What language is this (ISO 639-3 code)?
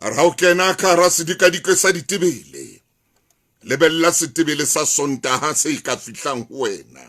sot